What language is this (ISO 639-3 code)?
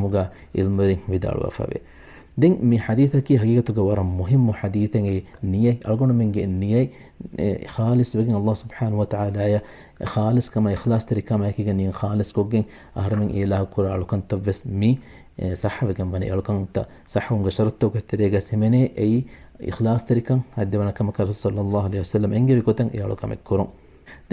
div